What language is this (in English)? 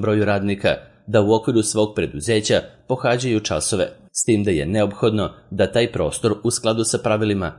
Serbian